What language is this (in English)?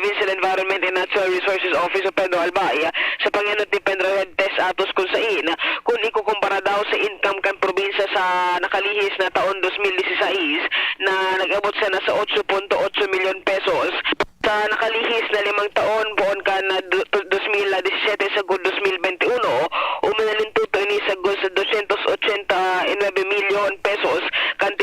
Bikol